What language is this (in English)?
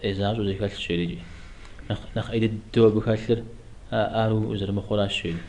Kabardian